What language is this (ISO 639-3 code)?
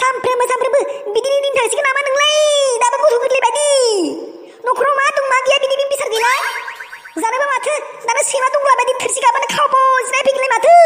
brx